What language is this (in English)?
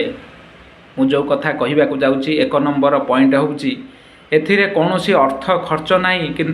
Odia